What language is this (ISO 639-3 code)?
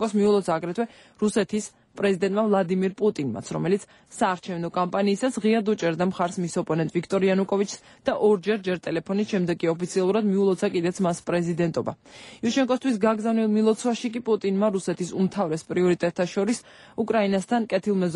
kat